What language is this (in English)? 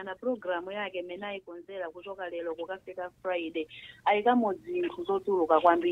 Nyanja